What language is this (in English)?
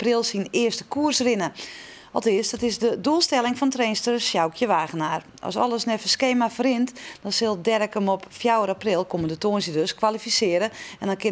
Western Frisian